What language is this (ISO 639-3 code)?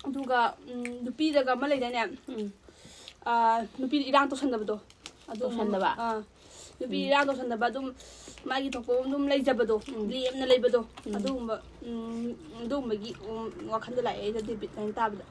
mni